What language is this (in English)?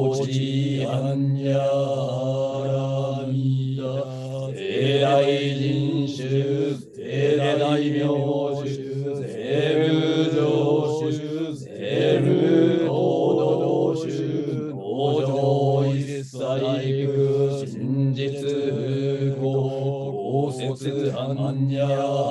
Japanese